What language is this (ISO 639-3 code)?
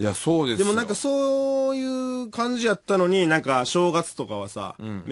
jpn